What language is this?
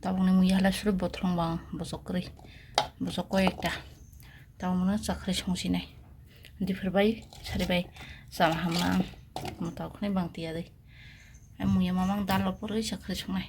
Kok Borok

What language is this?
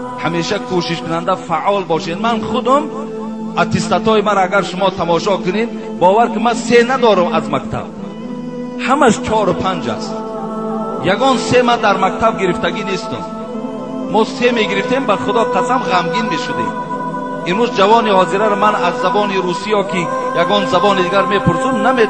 Tajik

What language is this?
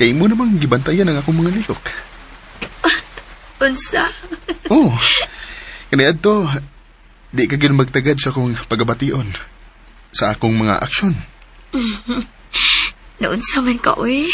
Cebuano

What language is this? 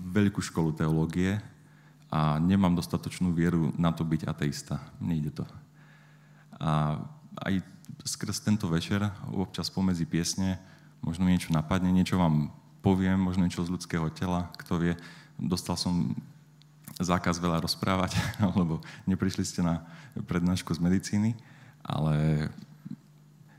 Slovak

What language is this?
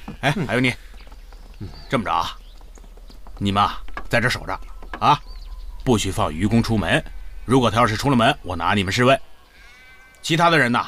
Chinese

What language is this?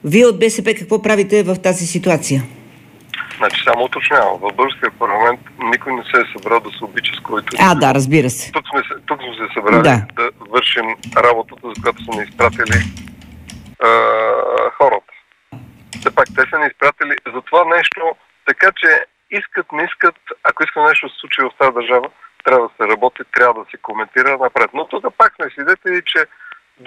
Bulgarian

